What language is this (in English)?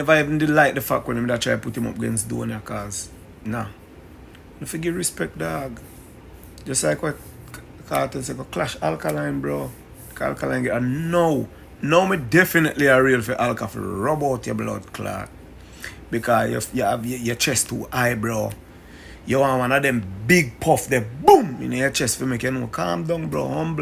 Jamaican Creole English